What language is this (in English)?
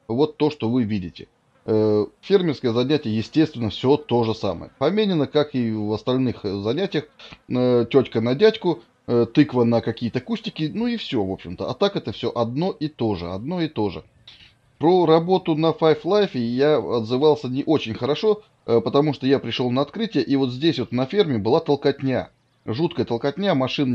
Russian